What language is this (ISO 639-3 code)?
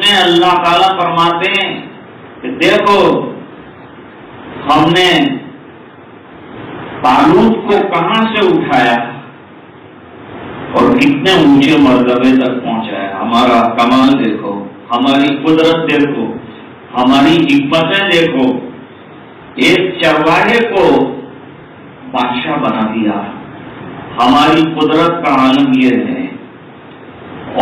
urd